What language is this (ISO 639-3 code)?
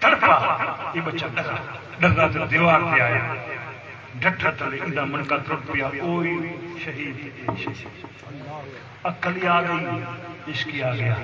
skr